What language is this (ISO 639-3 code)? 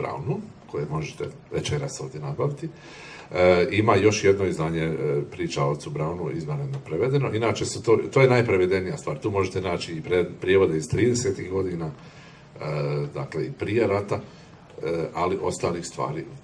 hrv